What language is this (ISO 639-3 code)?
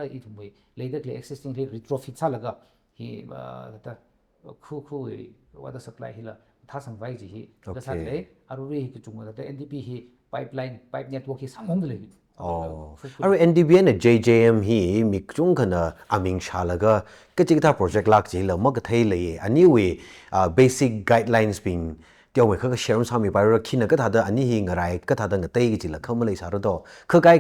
nmf